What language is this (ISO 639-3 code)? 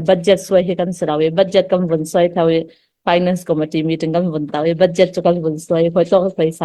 cfm